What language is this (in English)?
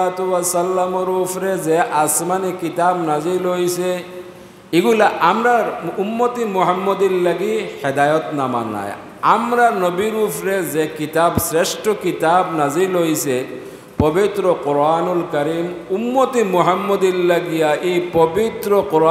Sylheti